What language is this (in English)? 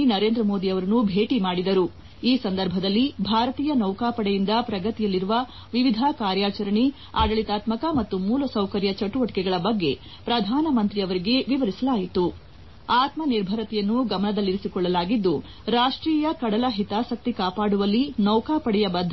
Kannada